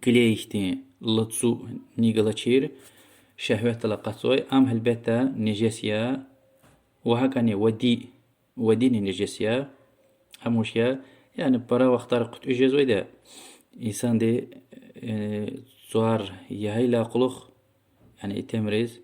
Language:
Lezghian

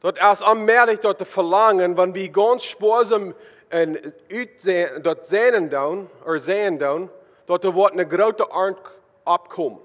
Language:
Plautdietsch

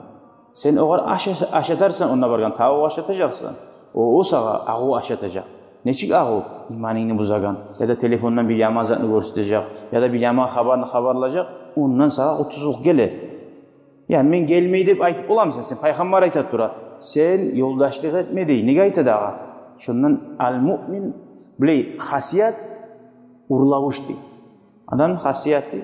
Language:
Kumyk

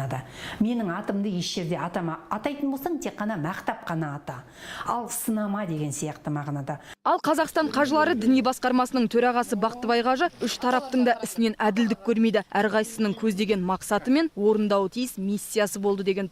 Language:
Kazakh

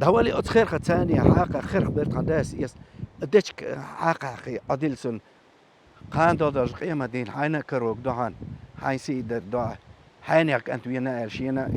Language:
Chechen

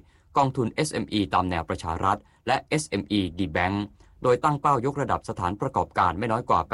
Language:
Thai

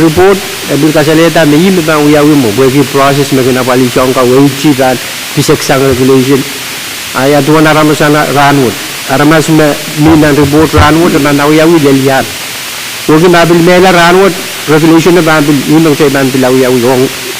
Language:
Pohnpeian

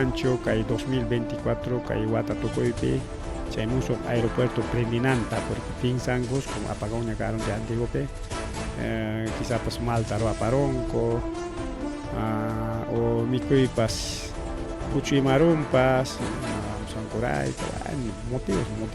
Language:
Ayacucho Quechua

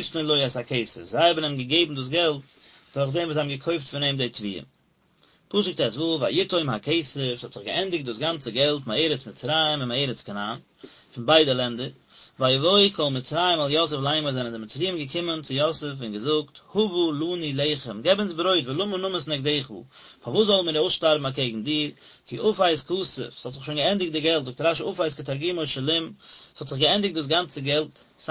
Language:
Yiddish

